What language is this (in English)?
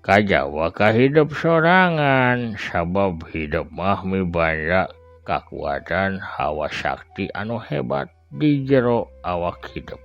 Sundanese